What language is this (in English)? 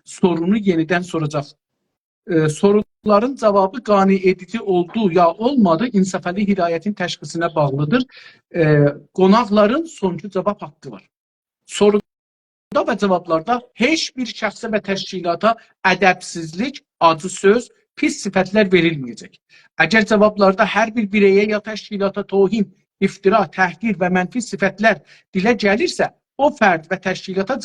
South Azerbaijani